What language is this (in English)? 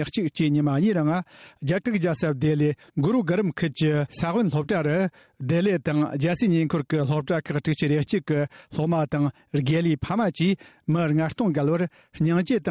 Tibetan